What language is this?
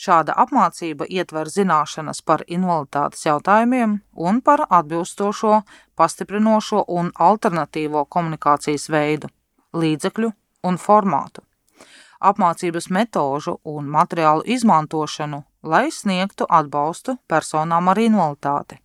Latvian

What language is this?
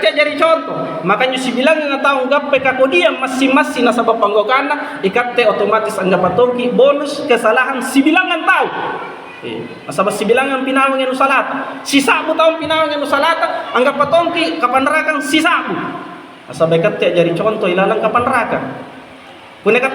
Makasar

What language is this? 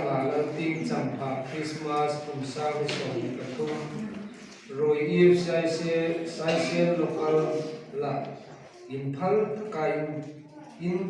Hmar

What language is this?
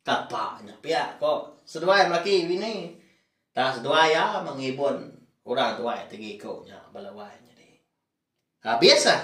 Iban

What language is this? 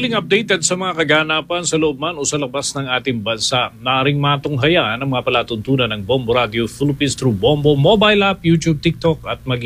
Filipino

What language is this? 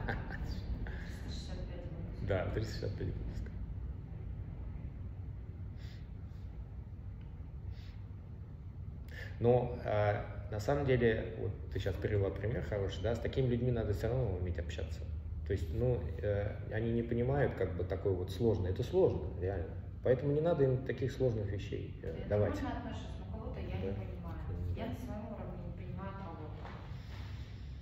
Russian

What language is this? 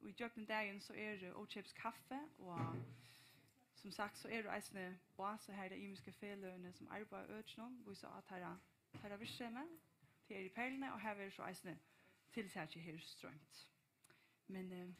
Faroese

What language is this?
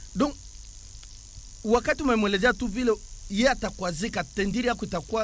Swahili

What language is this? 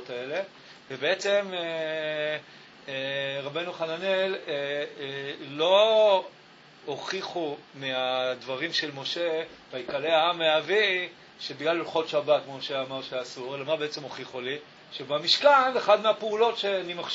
Hebrew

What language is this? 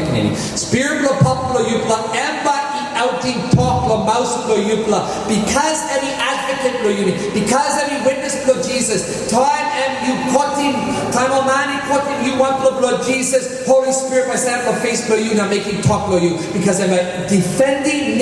Tok Pisin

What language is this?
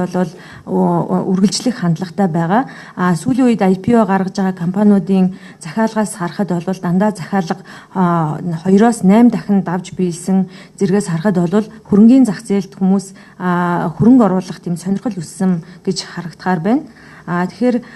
Mongolian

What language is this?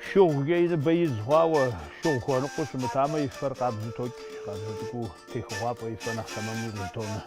Kabardian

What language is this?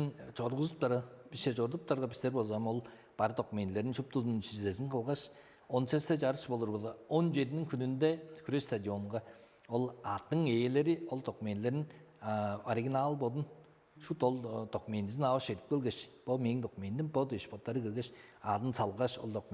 Tuvinian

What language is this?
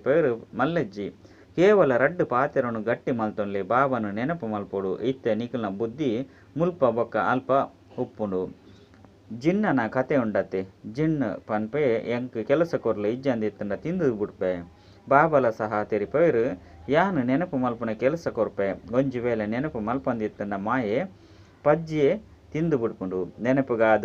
Tulu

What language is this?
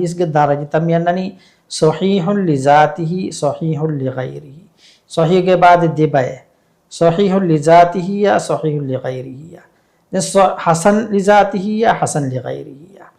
Divehi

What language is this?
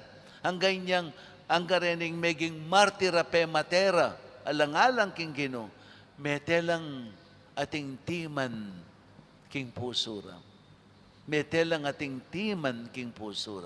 Pampanga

